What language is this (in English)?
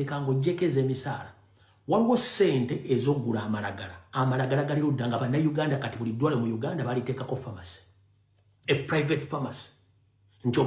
Ganda